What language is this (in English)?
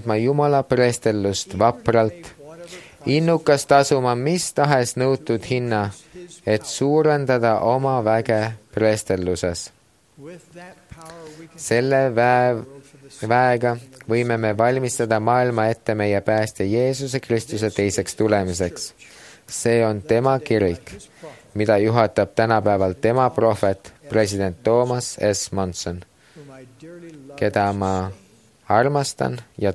Estonian